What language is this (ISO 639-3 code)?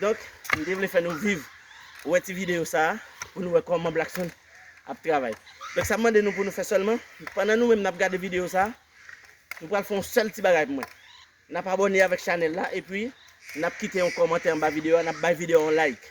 hat